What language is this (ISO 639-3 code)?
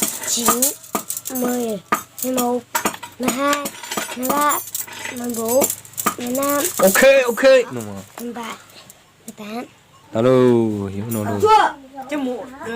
hmn